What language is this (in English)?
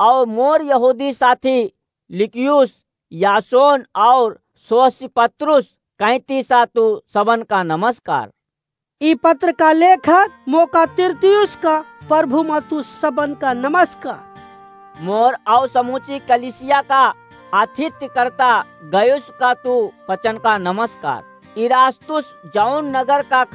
Awadhi